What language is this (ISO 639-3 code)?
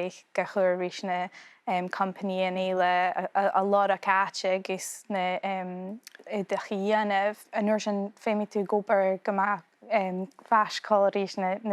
gla